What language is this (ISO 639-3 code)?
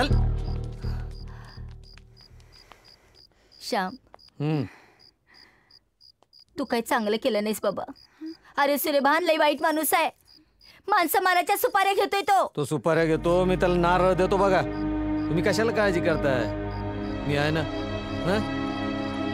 mar